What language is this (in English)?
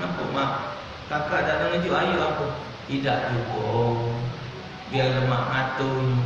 Musi